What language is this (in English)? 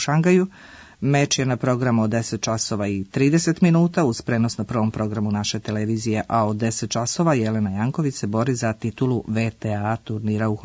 Serbian